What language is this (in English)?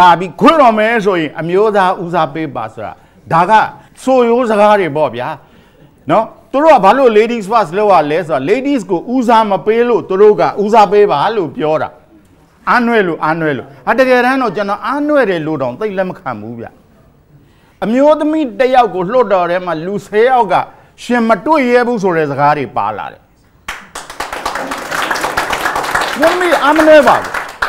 Burmese